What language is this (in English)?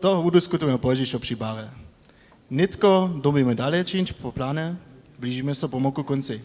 Upper Sorbian